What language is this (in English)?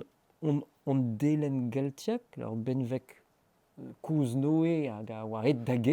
Breton